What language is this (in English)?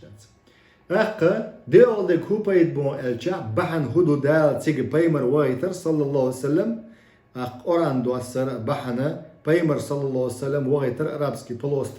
Chechen